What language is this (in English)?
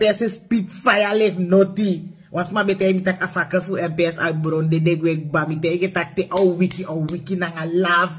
Sranan Tongo